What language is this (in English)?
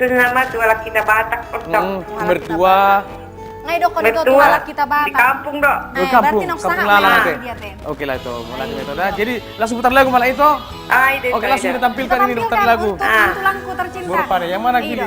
Batak Toba